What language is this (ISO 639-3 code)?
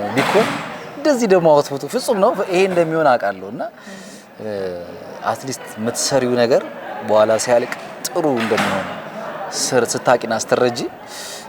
amh